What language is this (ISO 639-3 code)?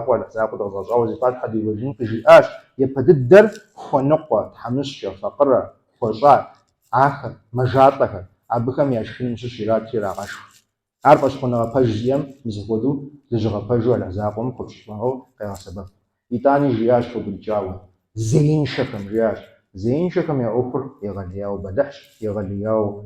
kbd